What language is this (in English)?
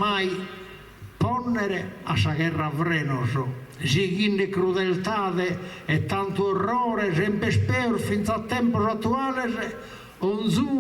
Sardinian